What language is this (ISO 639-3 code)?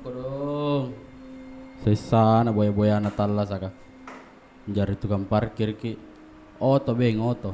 mfp